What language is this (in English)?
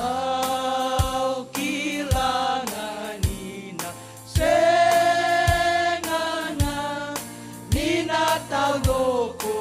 Fijian